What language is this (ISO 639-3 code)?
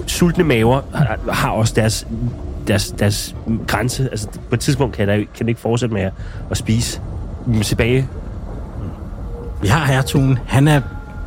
dan